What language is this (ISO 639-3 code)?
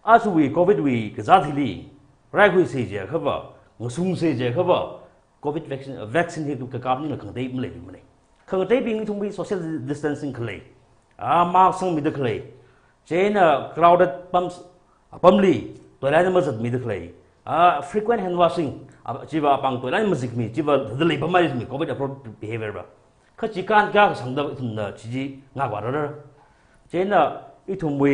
nmf